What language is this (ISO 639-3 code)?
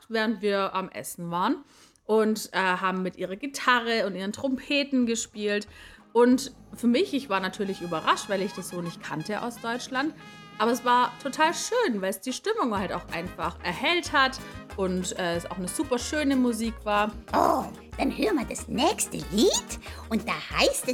deu